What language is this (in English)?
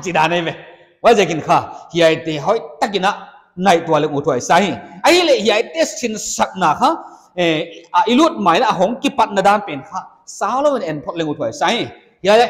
Paite Chin